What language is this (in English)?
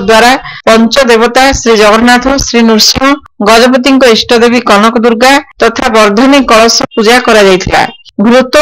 Odia